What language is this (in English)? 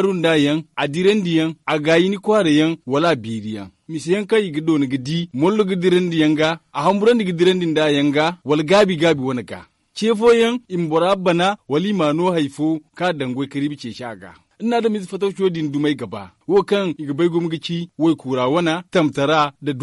Zarma